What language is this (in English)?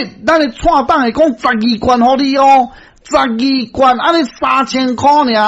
Min Nan Chinese